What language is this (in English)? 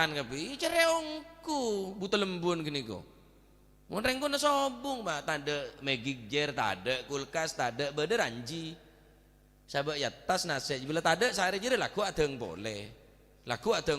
Madurese